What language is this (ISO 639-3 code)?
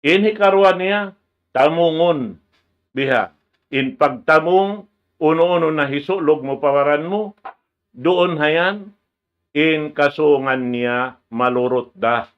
tsg